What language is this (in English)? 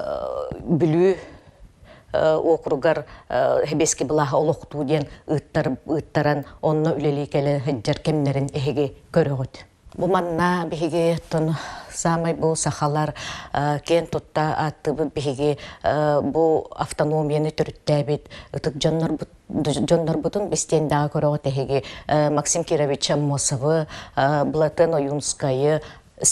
Yakut